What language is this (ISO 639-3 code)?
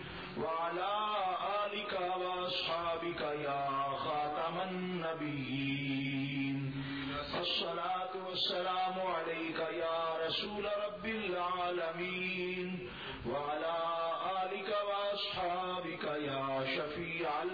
urd